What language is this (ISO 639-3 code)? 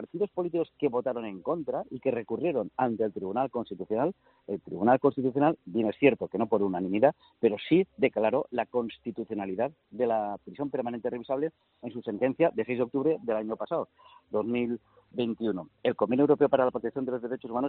spa